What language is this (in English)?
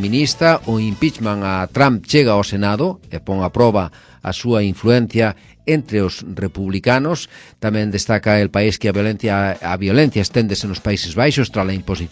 Galician